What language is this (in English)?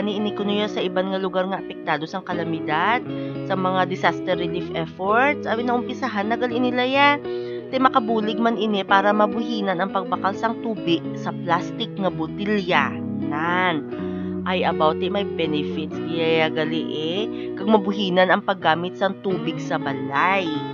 Hiligaynon